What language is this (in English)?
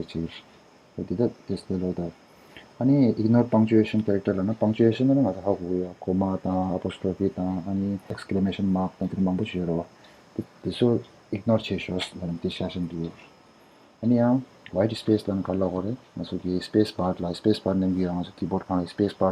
Tibetan